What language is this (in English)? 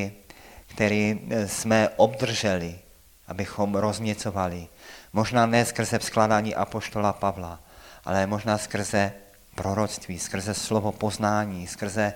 Czech